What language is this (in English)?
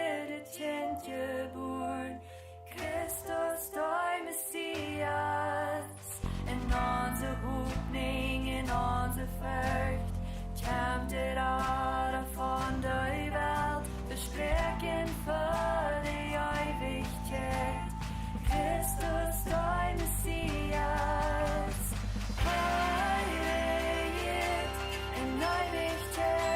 Plautdietsch